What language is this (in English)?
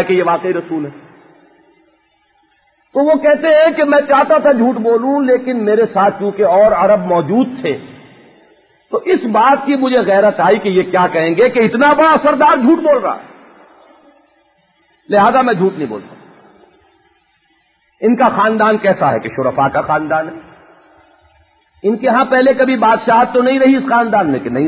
Urdu